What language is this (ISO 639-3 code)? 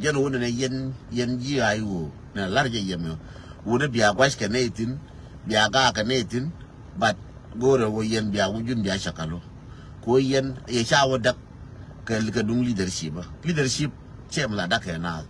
nus